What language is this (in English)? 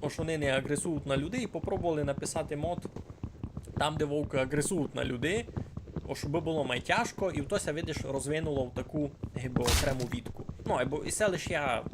Rusyn